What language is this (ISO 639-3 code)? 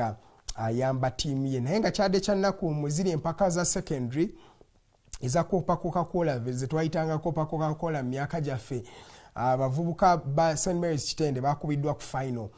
lug